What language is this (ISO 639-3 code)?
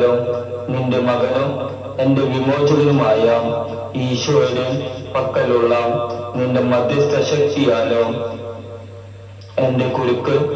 mal